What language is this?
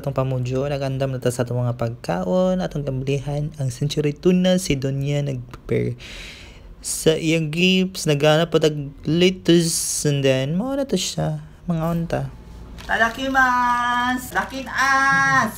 Cebuano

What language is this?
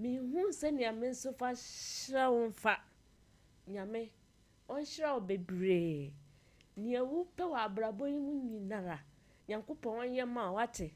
Akan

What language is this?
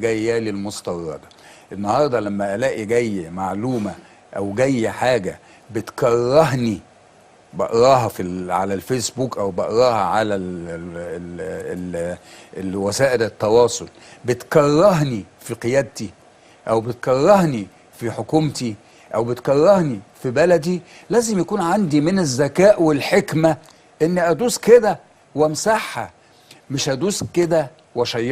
Egyptian Arabic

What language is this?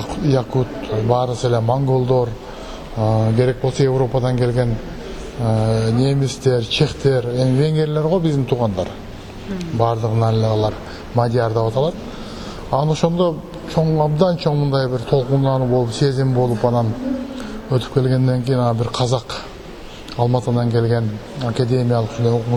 Kyrgyz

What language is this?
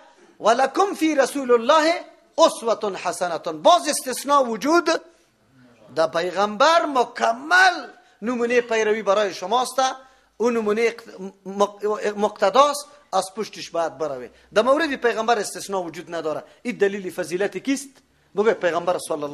Persian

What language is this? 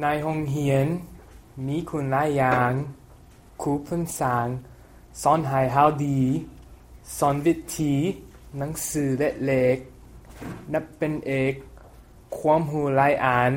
Lao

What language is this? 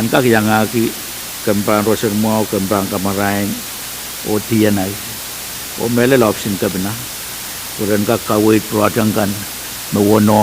Pohnpeian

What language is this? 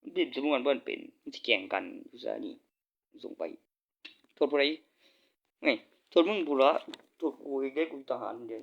Northeastern Thai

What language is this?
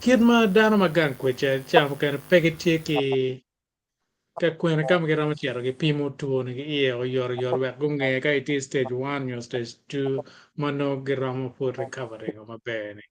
Acoli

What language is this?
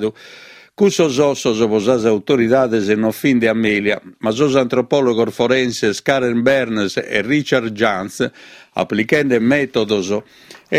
Sardinian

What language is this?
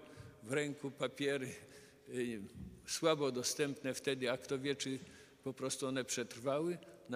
Polish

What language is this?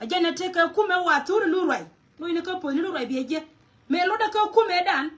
Nuer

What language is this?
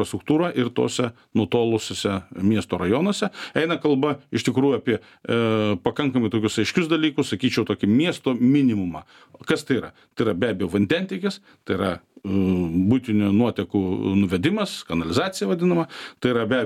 Lithuanian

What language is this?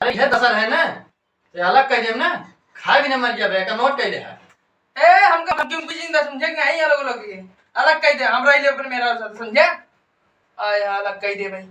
Awadhi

